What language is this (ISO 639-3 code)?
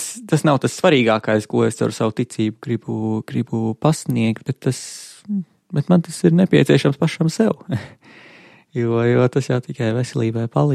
lav